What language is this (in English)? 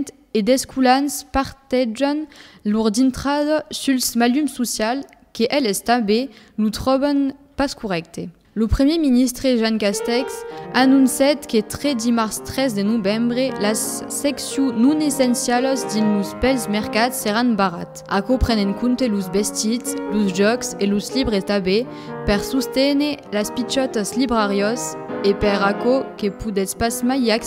Occitan